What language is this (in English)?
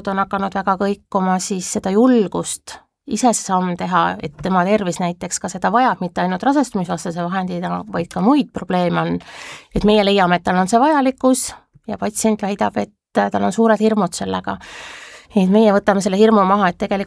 Estonian